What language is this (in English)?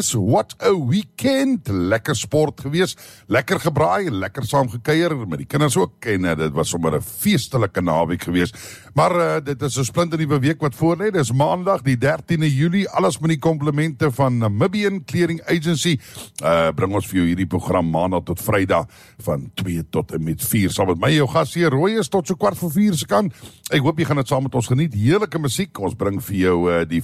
Afrikaans